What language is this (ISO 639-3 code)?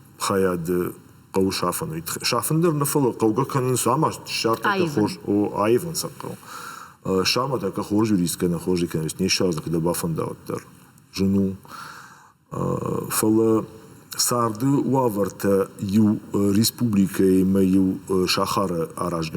oss